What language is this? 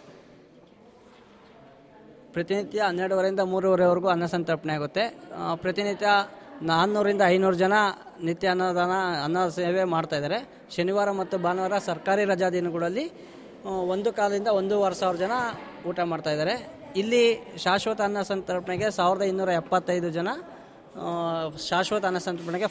Kannada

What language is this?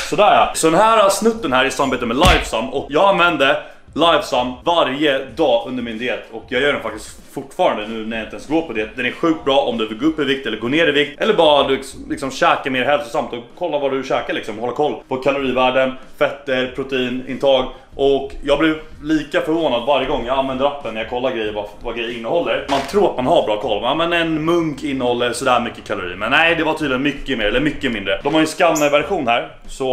Swedish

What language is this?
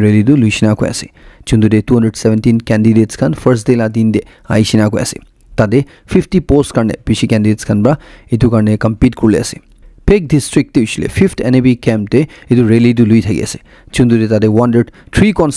Naga Pidgin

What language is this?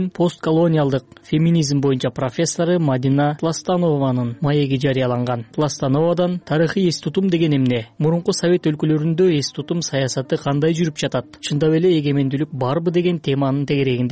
Kyrgyz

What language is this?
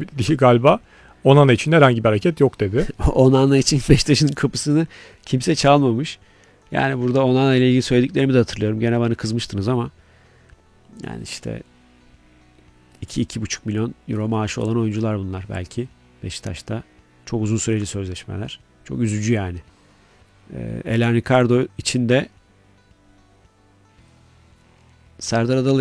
Turkish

